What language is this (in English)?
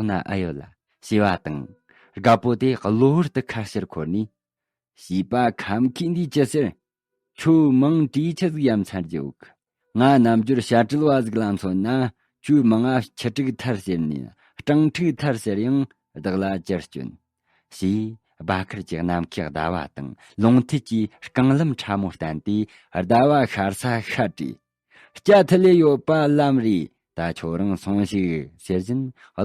Tibetan